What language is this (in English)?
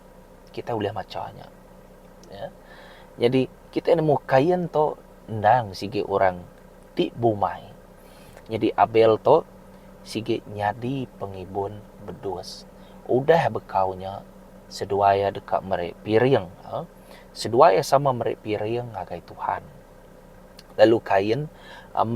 Iban